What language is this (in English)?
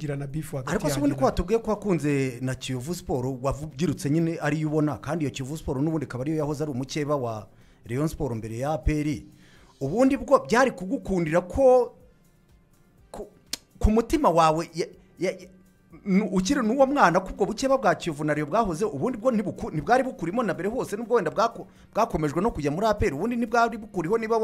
Kinyarwanda